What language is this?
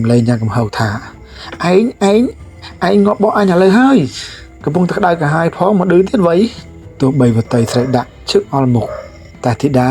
Khmer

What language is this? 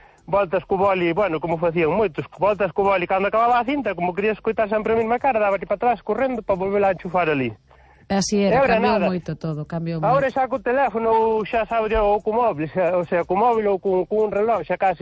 Galician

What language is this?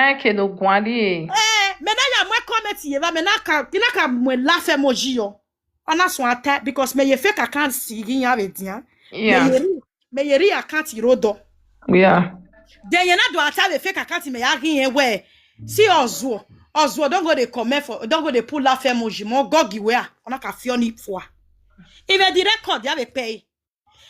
Nigerian Pidgin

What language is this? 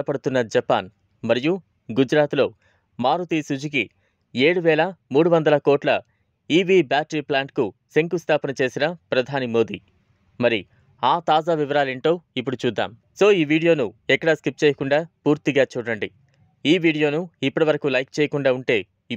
Telugu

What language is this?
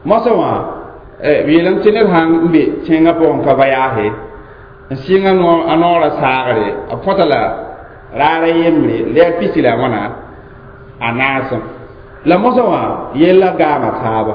Mossi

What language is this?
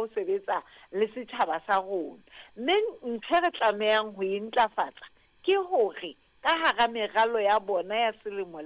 Southern Sotho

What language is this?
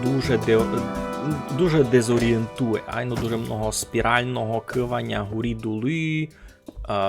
Rusyn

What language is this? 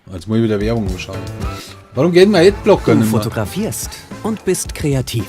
Bavarian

